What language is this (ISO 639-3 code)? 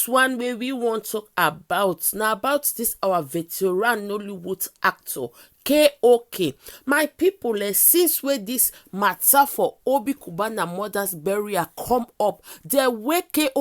pcm